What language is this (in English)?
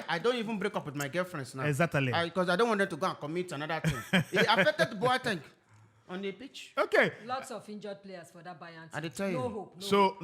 Nigerian Pidgin